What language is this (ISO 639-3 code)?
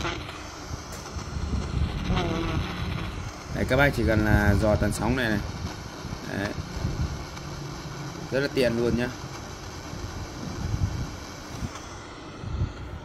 vie